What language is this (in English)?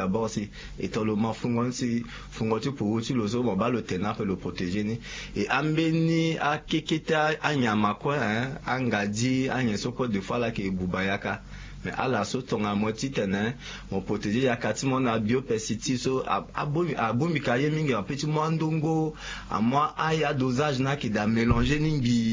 Sango